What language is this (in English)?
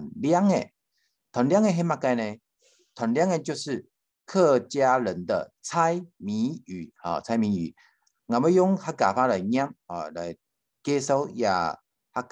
Hakka Chinese